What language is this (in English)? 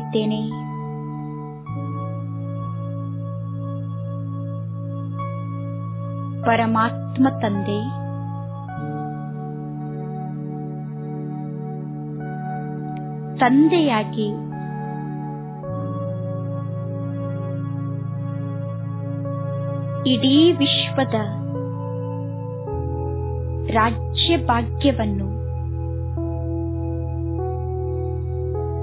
Kannada